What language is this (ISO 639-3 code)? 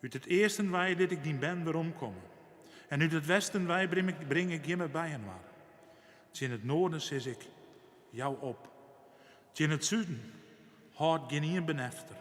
fry